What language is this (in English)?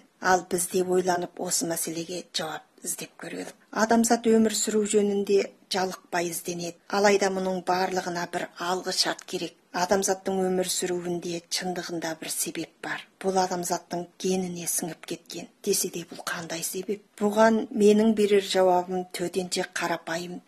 Kazakh